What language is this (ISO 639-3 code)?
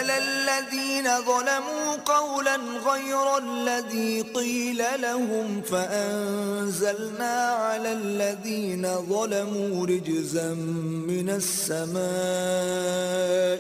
ara